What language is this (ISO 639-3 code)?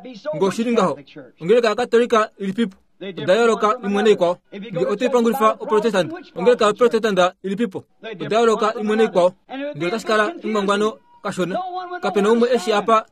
kua